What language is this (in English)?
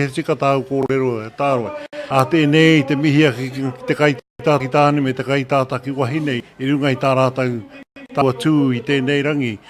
Māori